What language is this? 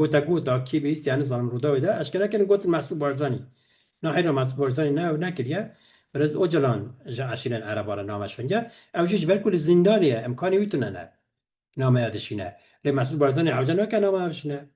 Kurdish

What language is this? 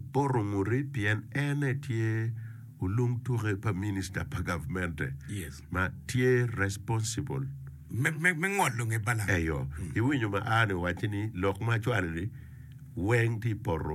Acoli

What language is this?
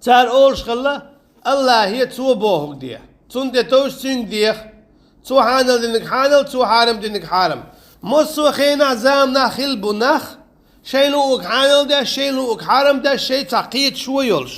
Chechen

